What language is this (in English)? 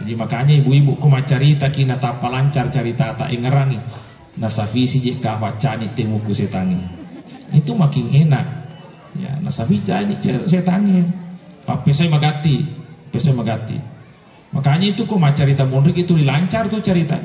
Buginese